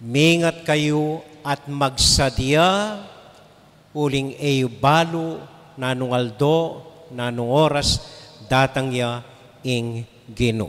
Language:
Pampanga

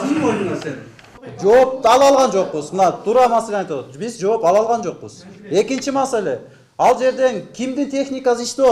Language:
Kyrgyz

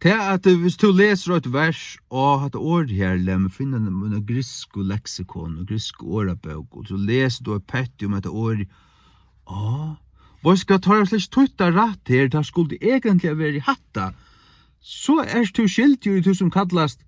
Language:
Faroese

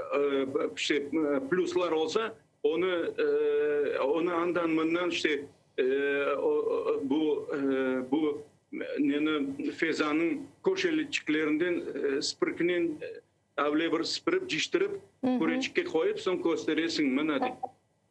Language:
Crimean Tatar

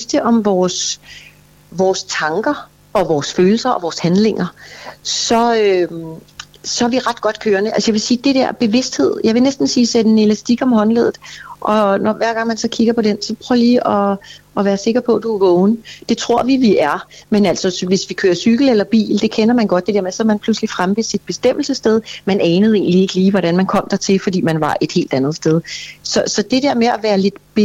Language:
Danish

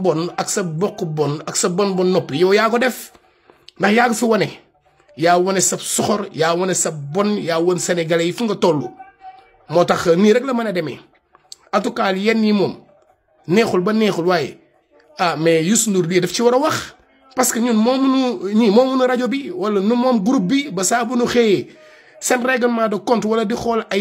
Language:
Wolof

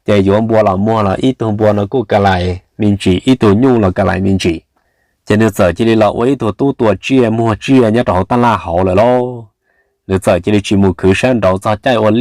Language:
Hmong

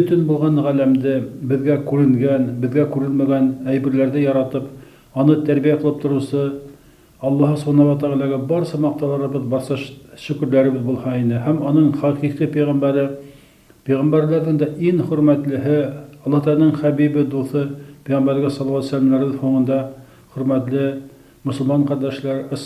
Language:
Bashkir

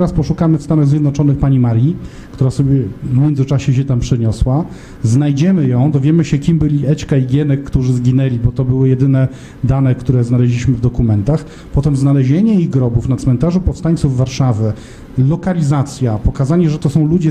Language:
Polish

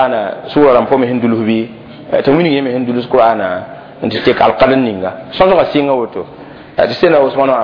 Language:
Mossi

